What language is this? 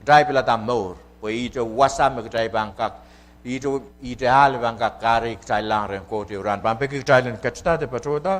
Pohnpeian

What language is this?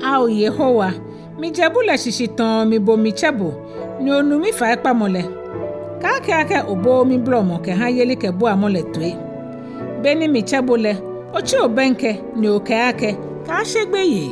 Ga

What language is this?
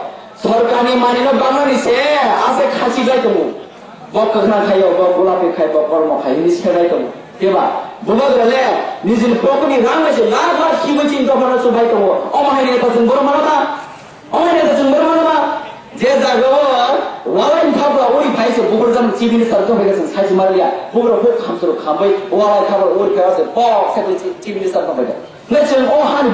Kok Borok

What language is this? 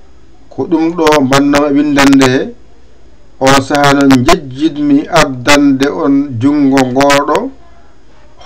Fula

